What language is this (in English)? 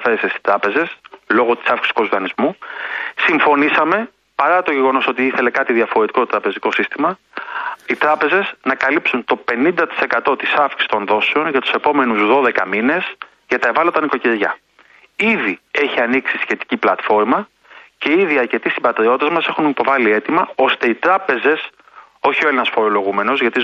Greek